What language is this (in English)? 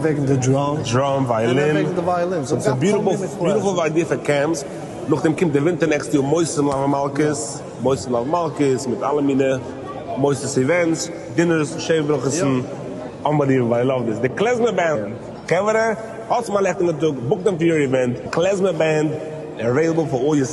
Yiddish